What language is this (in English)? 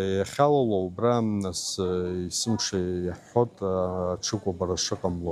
Abkhazian